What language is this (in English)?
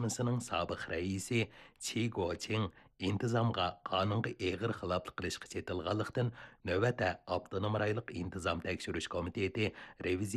Uyghur